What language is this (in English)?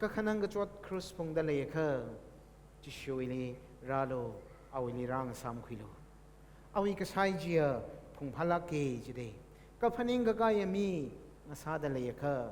Tangkhul Naga (India)